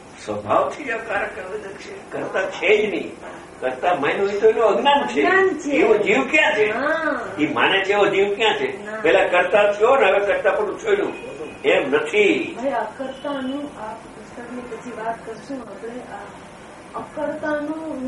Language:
Gujarati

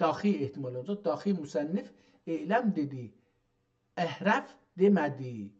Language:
South Azerbaijani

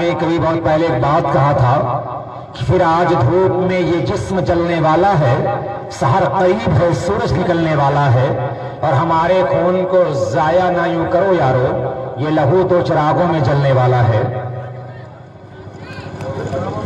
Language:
Hindi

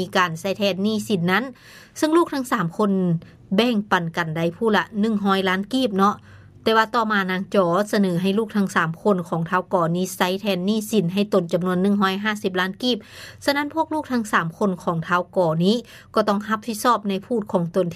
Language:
Lao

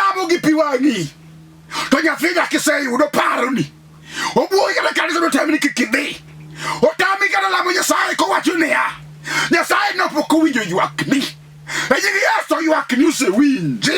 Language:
Luo (Kenya and Tanzania)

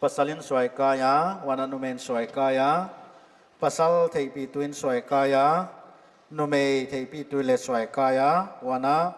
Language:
Paite Chin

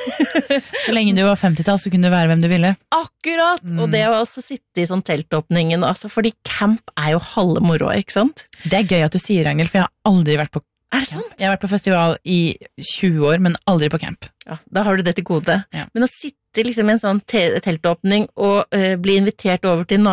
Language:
Norwegian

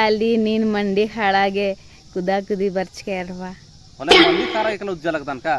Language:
Kurukh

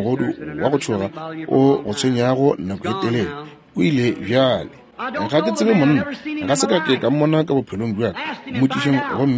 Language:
Northern Sotho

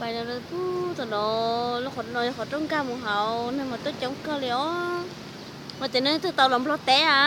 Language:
Hmong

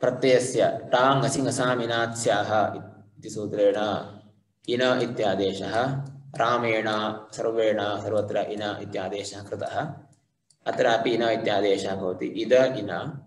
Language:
Sanskrit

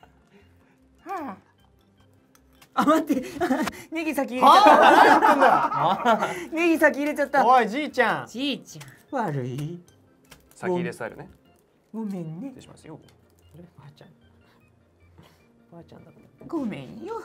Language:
Japanese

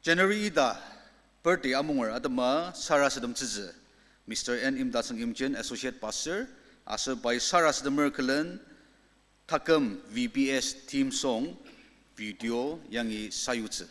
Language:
Ao Naga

